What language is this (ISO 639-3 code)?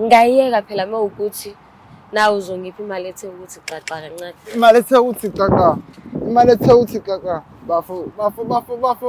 zul